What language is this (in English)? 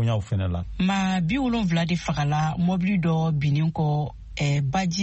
Bambara